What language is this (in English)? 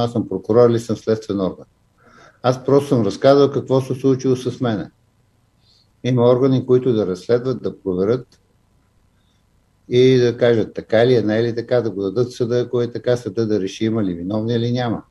Bulgarian